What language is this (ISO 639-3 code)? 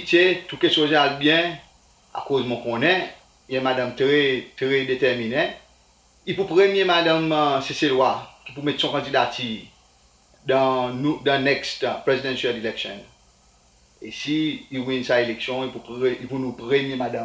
crs